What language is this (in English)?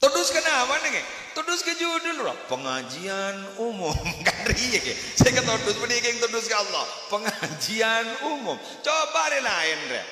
Madurese